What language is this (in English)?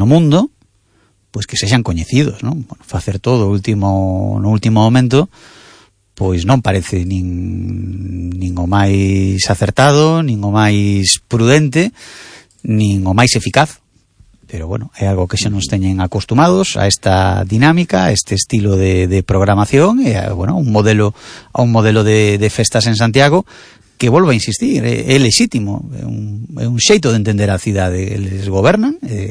Galician